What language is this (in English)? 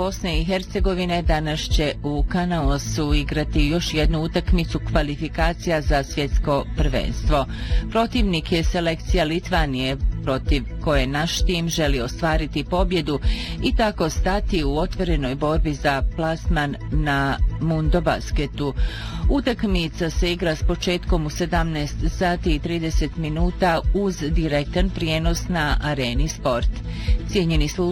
Bosnian